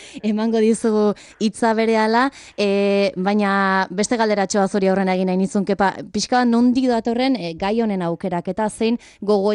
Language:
Basque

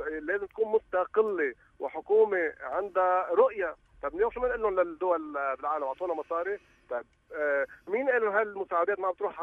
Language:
North Levantine Arabic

